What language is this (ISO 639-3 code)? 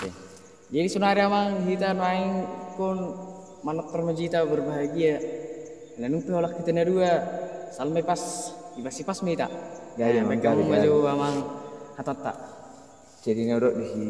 bbc